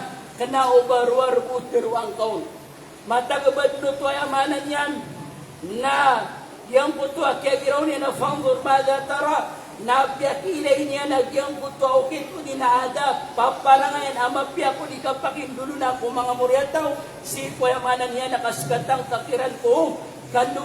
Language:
Maranao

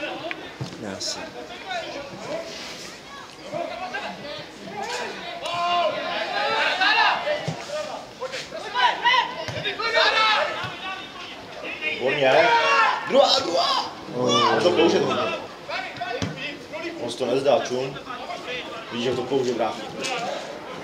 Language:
Czech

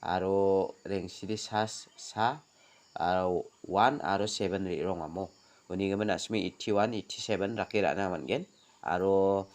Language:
Garo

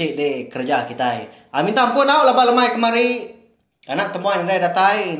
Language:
Iban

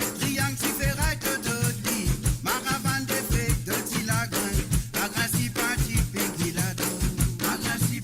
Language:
Morisyen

